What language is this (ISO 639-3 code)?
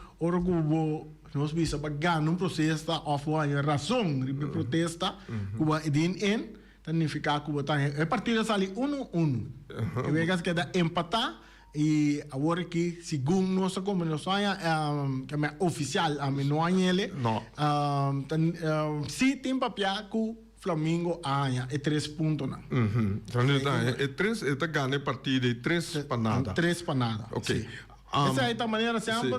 pap